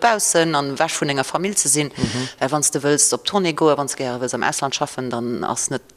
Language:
Luxembourgish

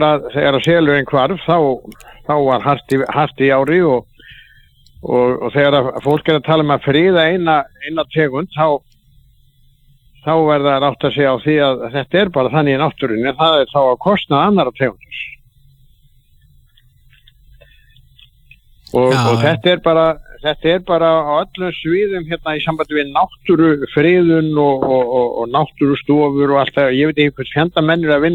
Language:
Icelandic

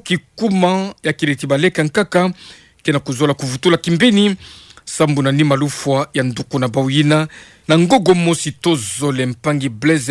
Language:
Kituba (Democratic Republic of Congo)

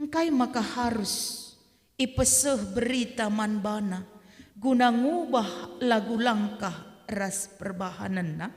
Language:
Batak Karo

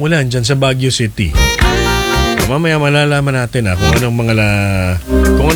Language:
Filipino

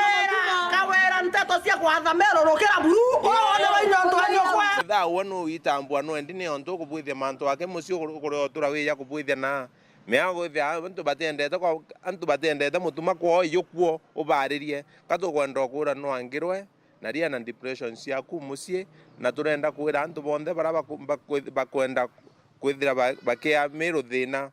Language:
Meru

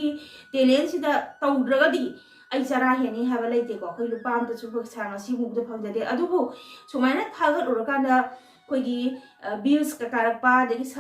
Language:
Manipuri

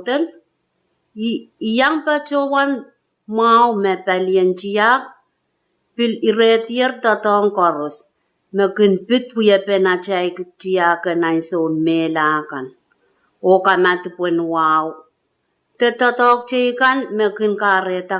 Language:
Pohnpeian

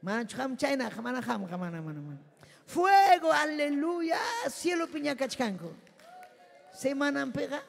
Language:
Ayacucho Quechua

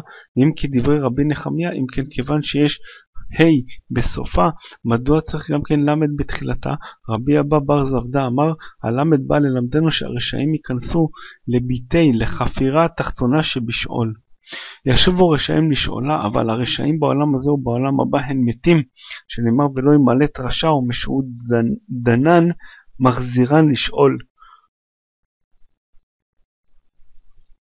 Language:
Hebrew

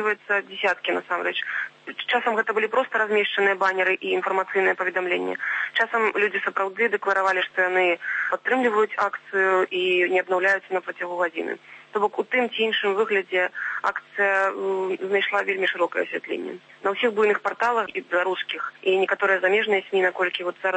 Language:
Belarusian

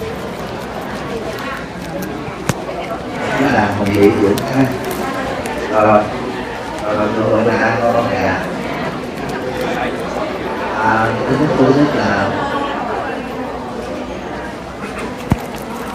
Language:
Vietnamese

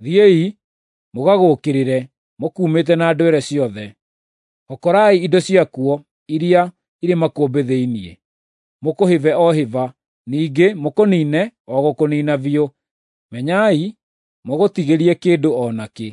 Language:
Kikuyu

